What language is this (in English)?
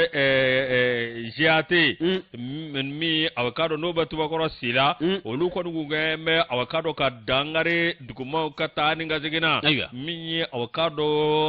Bambara